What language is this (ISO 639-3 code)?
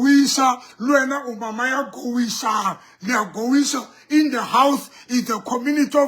sot